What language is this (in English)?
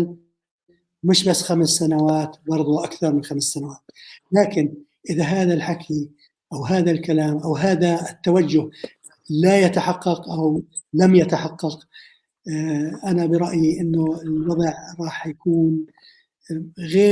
North Levantine Arabic